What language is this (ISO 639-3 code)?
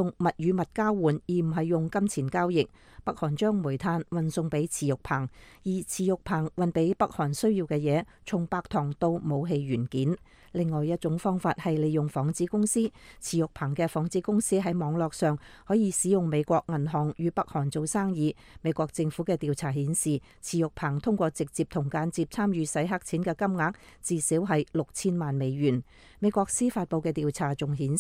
yue